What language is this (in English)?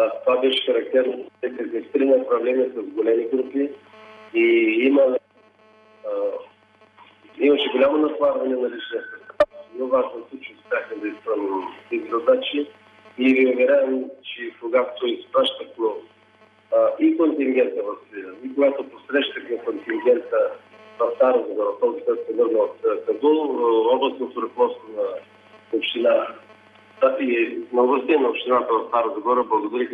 Bulgarian